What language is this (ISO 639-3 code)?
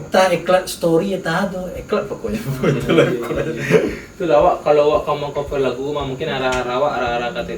min